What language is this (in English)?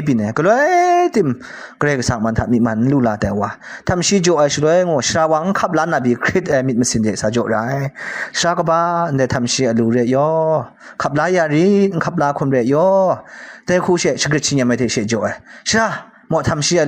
Kachin